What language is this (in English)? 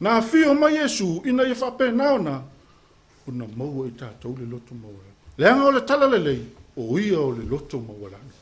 Samoan